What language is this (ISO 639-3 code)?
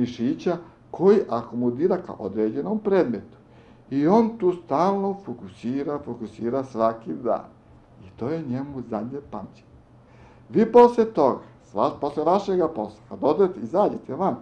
srp